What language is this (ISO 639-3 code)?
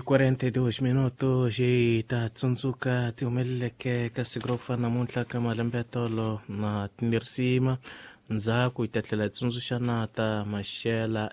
tso